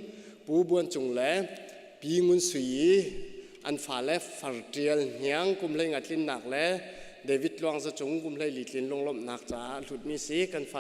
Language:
Hakha Chin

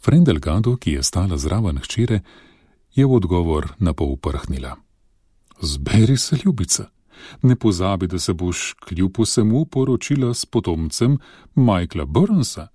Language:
Slovenian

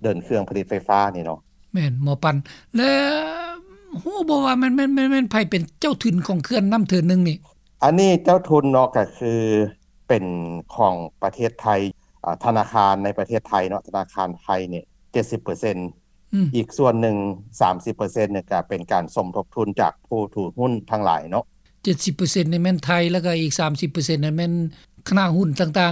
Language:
Lao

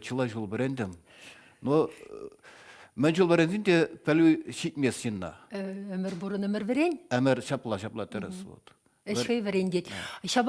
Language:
Chuvash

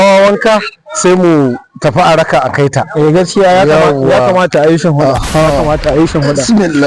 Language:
Hausa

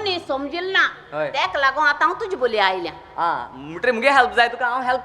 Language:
Konkani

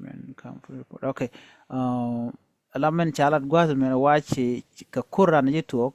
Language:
Nuer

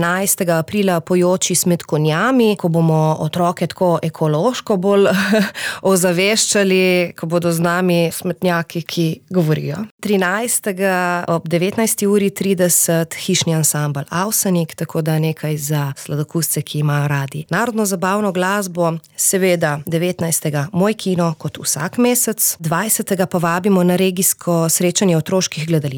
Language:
Slovenian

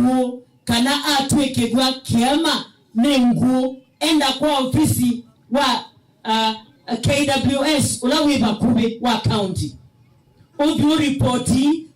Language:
Kamba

